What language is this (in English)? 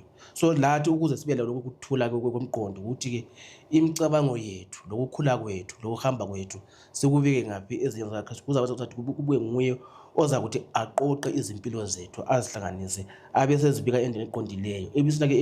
Zulu